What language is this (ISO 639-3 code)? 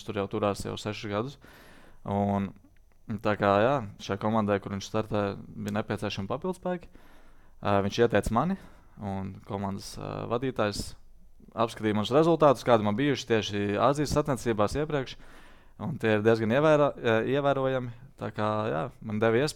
lav